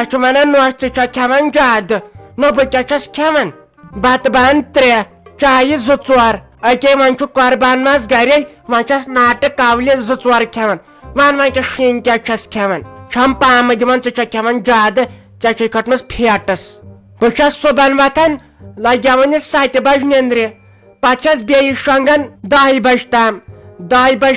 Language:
Kashmiri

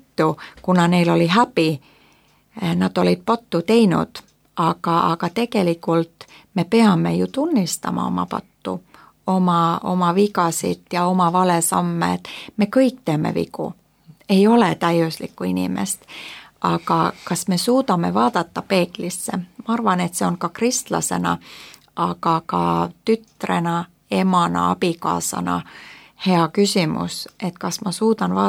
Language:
Estonian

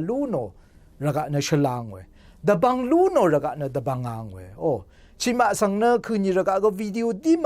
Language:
Rawang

